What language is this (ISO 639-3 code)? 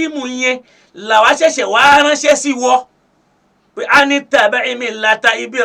yor